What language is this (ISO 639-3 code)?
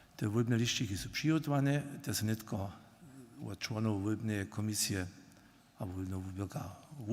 hsb